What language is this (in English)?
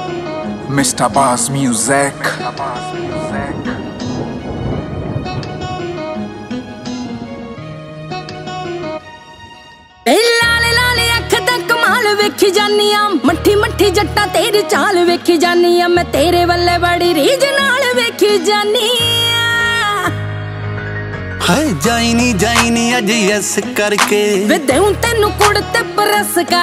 Punjabi